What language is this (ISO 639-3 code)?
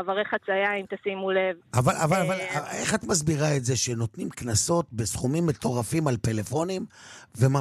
heb